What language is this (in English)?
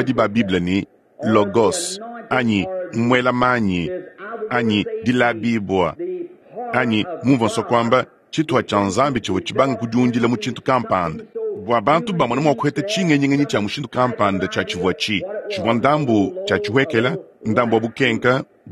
Luba-Lulua